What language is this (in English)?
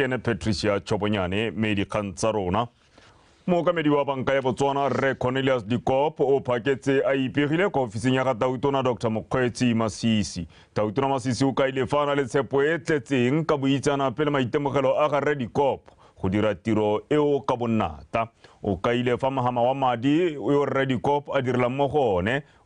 Tswana